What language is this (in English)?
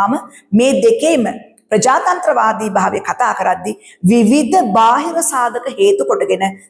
Sinhala